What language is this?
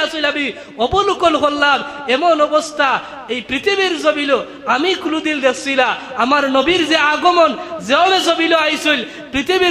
Sylheti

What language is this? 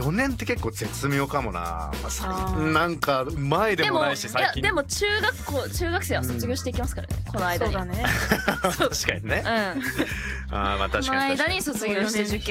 Japanese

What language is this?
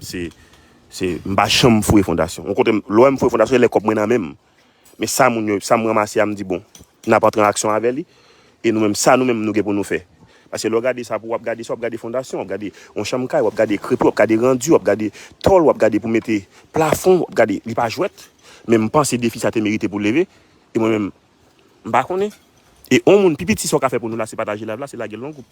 Haitian Creole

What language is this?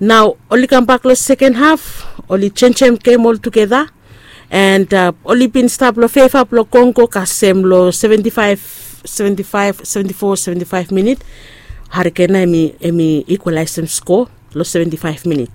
Bislama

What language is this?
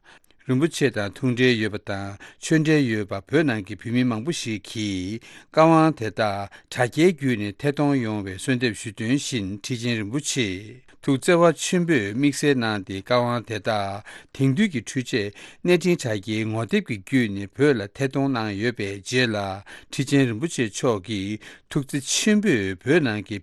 Tibetan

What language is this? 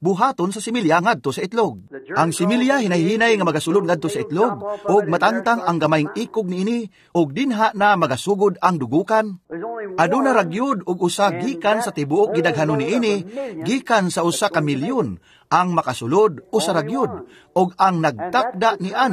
Cebuano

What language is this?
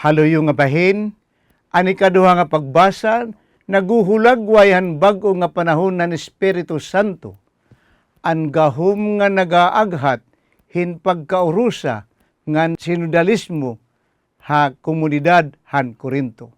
Waray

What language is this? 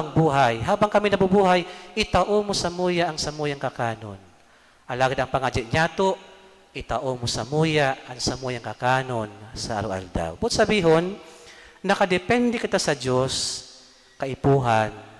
Bikol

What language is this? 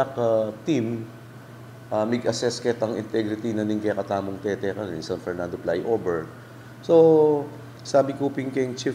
Pampanga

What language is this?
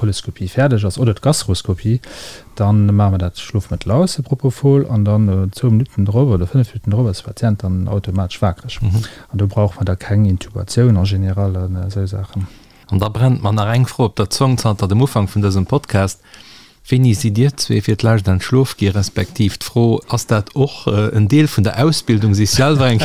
Luxembourgish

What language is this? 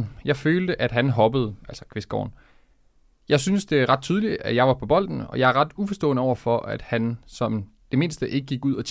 Danish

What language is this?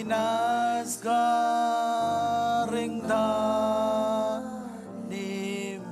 Marshallese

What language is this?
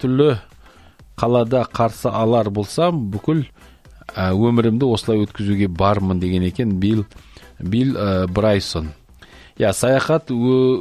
Kazakh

